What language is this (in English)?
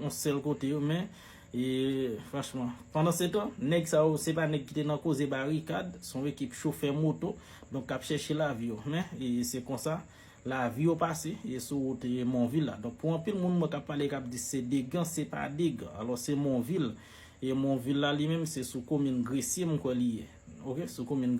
Haitian Creole